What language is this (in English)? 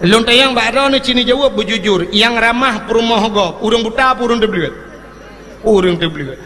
Achinese